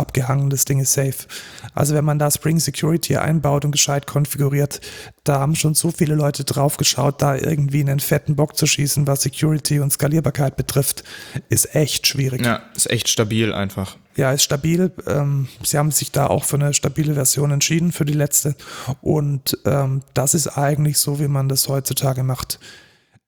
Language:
German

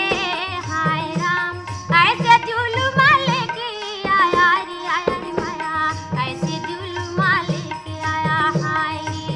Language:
Chhattisgarhi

